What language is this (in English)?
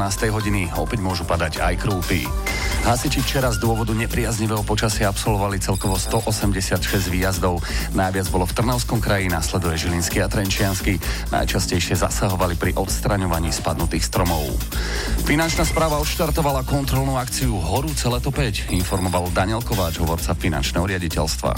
Slovak